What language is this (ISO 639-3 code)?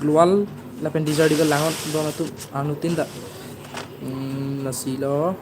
mjw